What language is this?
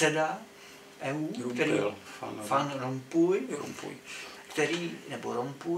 Czech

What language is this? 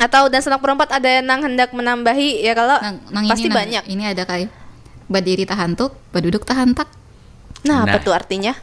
Banjar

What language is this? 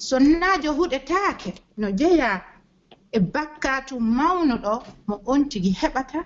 Pular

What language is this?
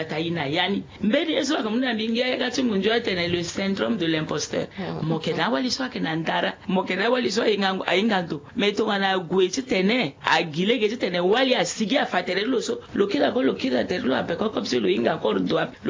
Sango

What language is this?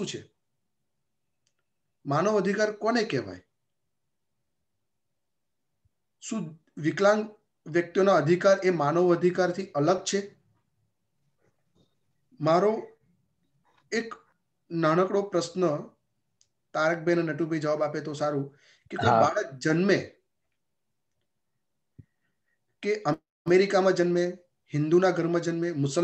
Gujarati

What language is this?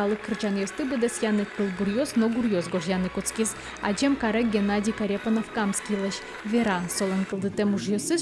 Udmurt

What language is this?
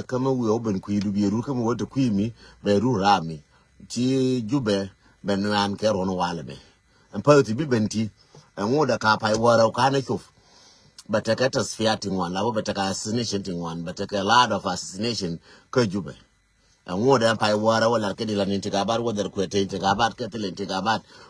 Nuer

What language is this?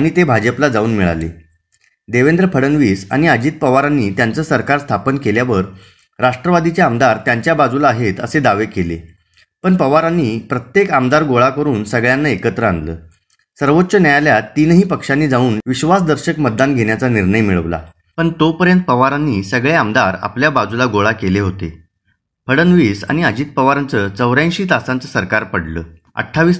Marathi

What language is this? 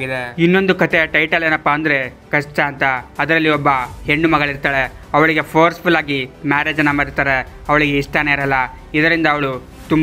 Kannada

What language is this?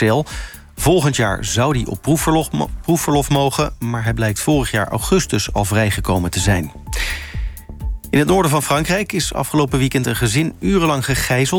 Dutch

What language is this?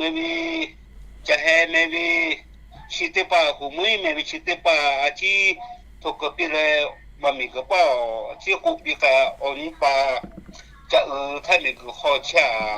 Lahu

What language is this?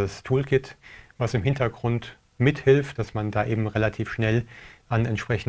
German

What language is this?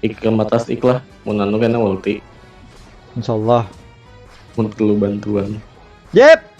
Banjar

